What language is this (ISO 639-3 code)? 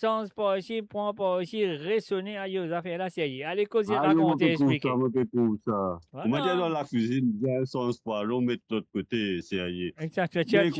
mfe